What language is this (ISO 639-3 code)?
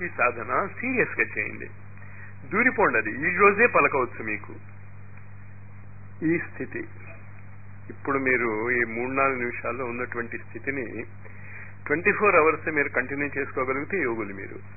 tel